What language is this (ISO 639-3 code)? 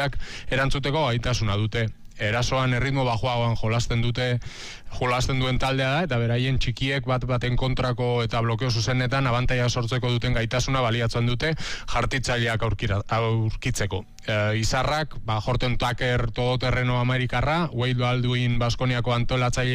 eus